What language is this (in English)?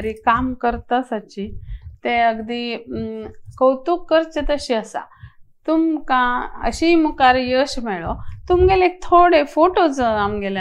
Konkani